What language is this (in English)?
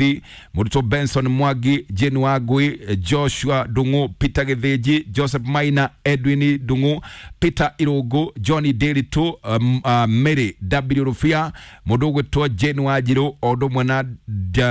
Kikuyu